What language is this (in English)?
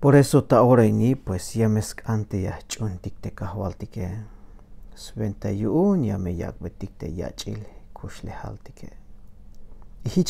Tzeltal